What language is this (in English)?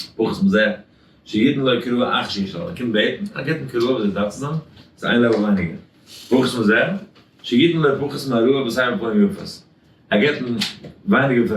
Yiddish